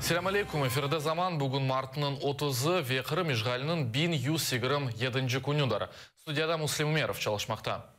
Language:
Crimean Tatar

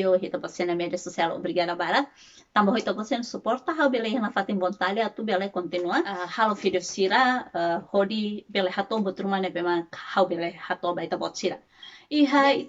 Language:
Tetum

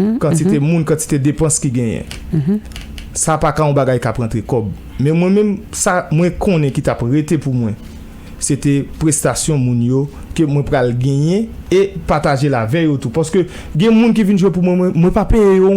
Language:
Haitian Creole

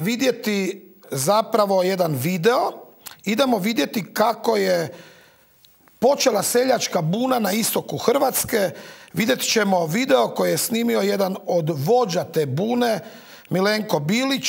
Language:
Croatian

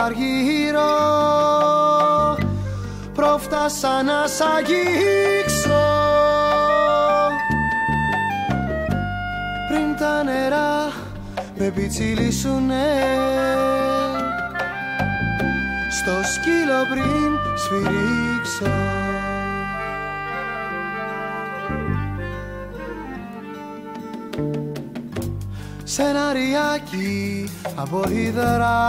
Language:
Greek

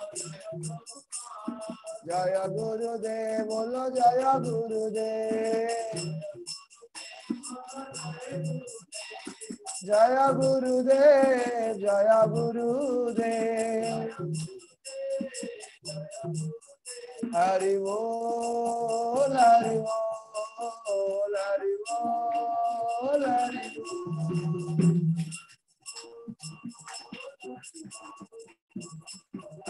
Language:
Odia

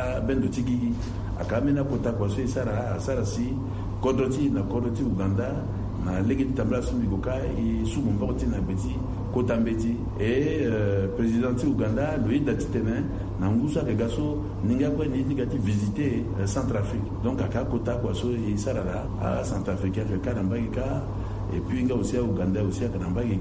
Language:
Sango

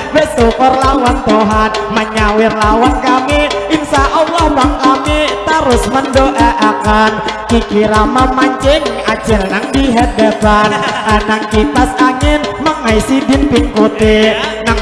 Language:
Banjar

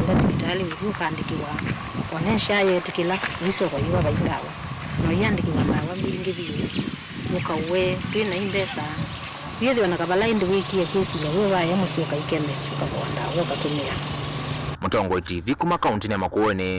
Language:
Kamba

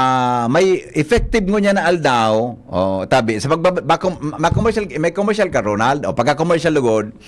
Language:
Bikol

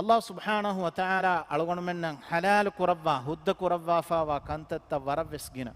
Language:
Divehi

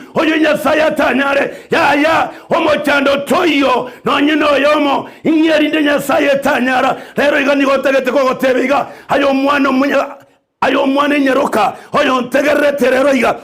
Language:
Gusii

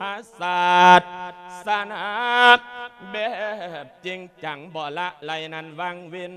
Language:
Lao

